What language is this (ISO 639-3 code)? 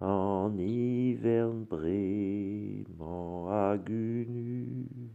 bre